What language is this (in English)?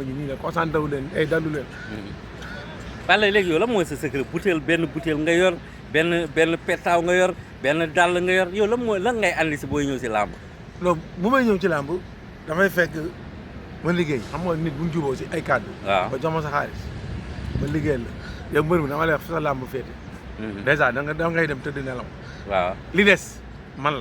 Wolof